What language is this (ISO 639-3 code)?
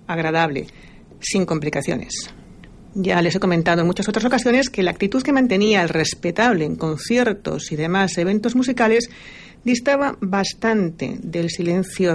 spa